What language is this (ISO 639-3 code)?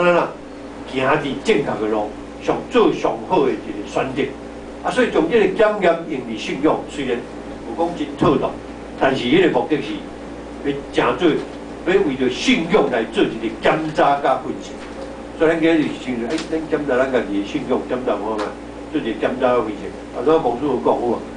nan